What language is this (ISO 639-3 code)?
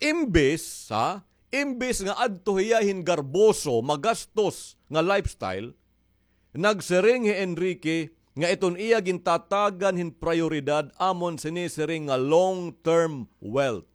war